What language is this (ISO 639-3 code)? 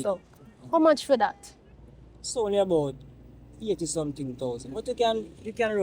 jam